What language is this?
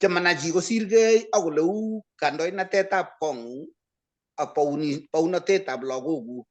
Kalenjin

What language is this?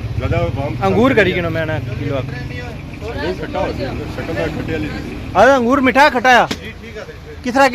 Pahari-Potwari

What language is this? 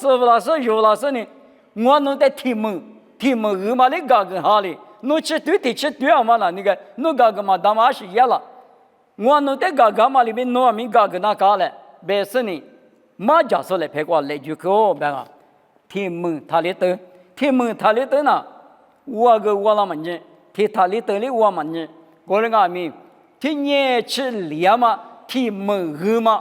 Lisu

